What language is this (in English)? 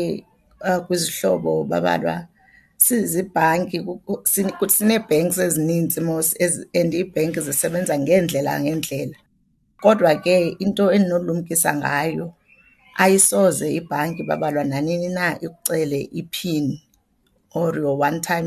Xhosa